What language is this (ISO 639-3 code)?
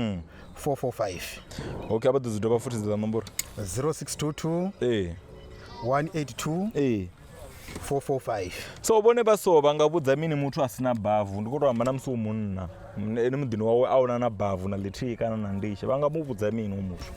ven